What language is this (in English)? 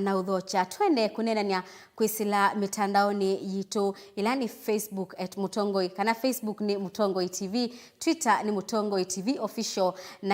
Kamba